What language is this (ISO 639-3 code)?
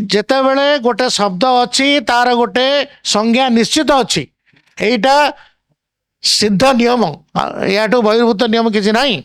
ori